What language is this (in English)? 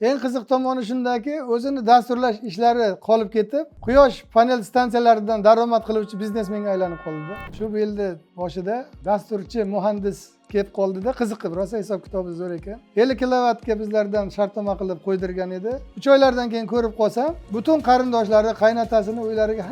Uzbek